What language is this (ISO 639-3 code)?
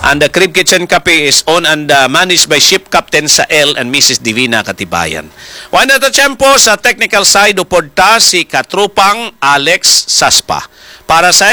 hil